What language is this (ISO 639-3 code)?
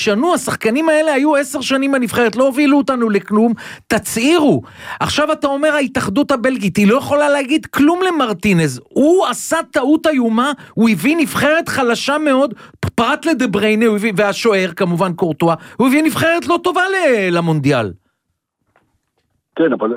heb